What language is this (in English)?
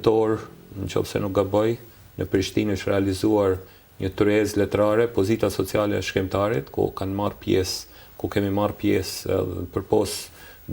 Albanian